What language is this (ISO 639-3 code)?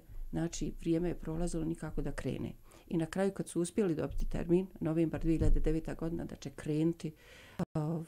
bos